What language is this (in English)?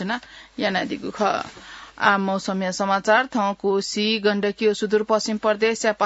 Newari